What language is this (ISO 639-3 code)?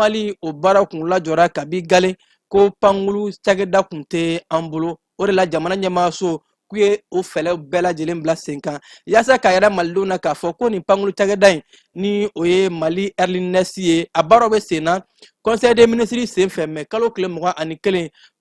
bam